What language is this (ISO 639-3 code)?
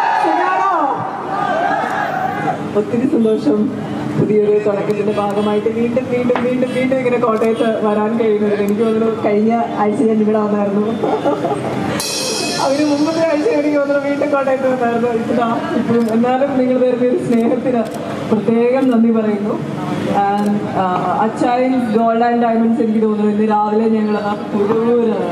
mal